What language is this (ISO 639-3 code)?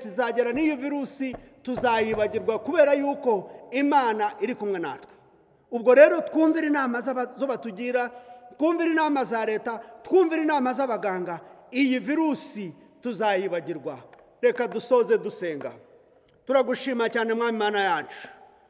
kin